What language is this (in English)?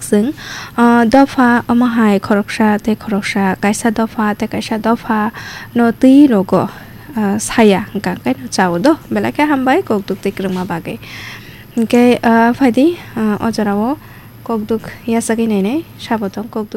Kok Borok